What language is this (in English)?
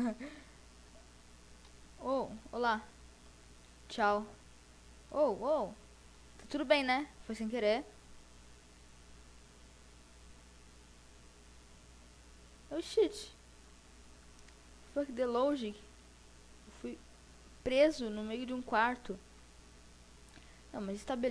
Portuguese